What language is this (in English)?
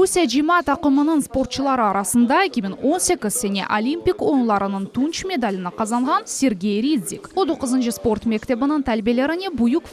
Crimean Tatar